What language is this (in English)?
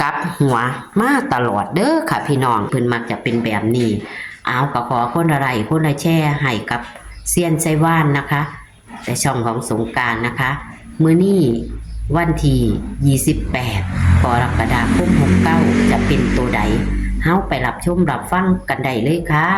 Northeastern Thai